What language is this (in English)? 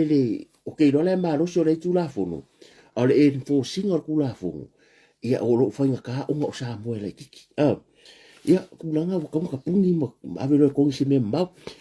Samoan